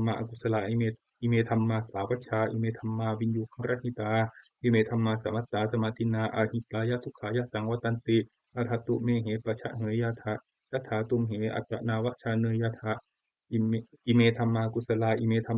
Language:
Pali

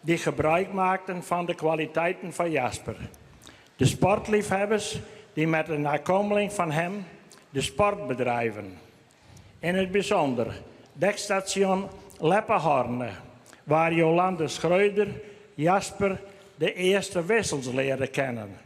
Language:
Western Frisian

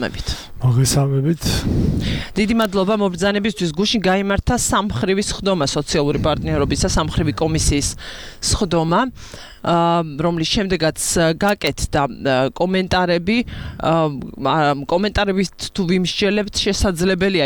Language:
Georgian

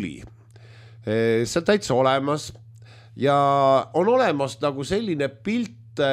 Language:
Estonian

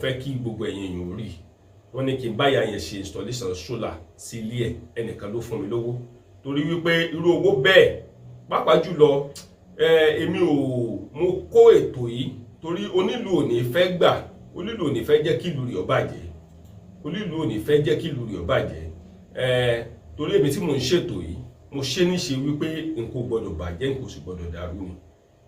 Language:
Yoruba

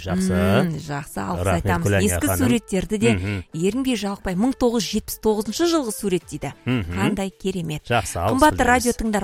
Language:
Kazakh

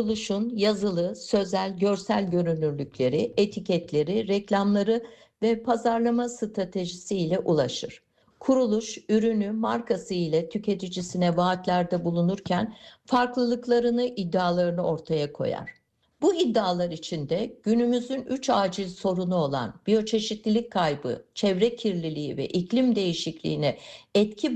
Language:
Turkish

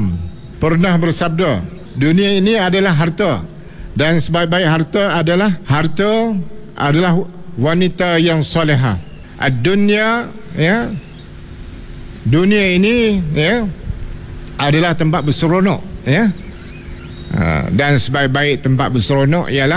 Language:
Malay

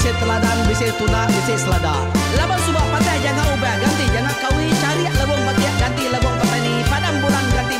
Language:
Iban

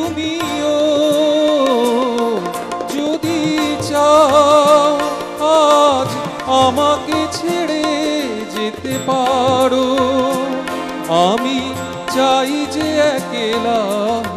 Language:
Bangla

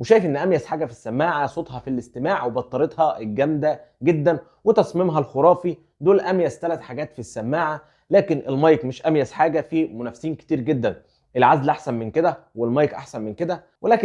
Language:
Egyptian Arabic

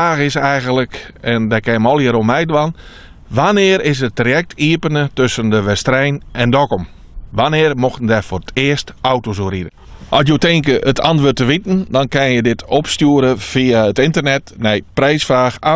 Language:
Western Frisian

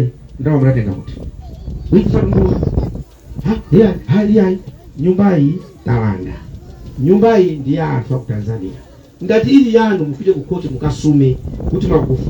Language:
Nyanja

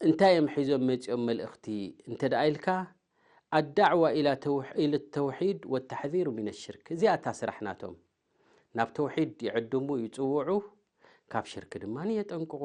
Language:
Tigrinya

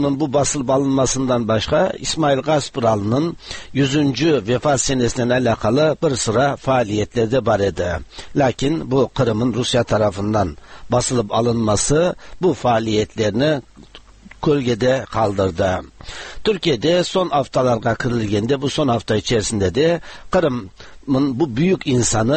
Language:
Tatar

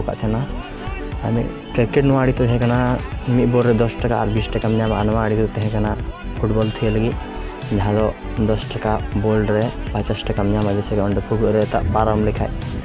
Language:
Santali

